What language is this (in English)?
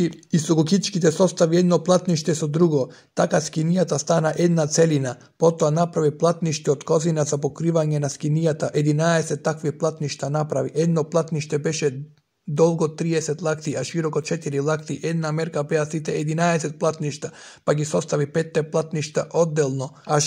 Macedonian